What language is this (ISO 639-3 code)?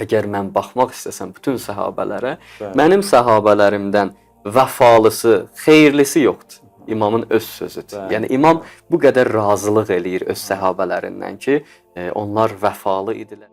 aze